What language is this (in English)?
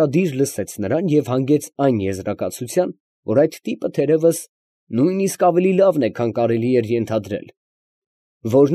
Armenian